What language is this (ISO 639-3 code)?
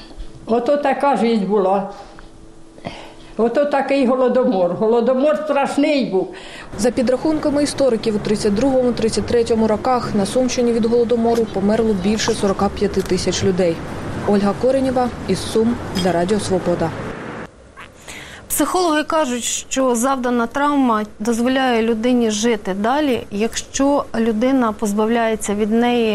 ukr